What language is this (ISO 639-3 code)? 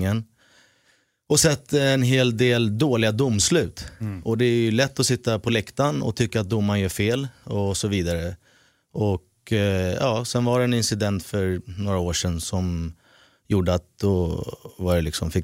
swe